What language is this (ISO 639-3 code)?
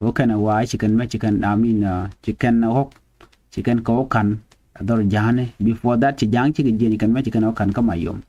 nus